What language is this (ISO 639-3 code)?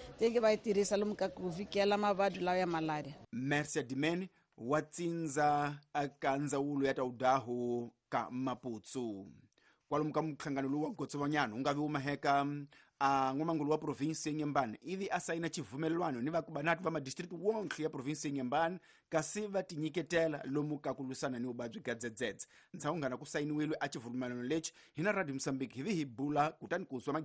tso